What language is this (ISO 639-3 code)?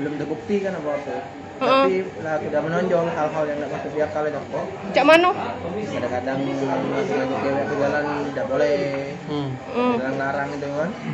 mui